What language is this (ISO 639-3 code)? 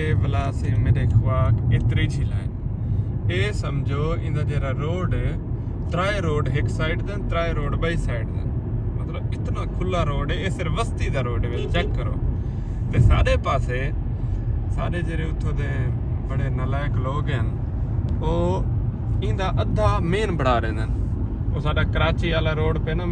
skr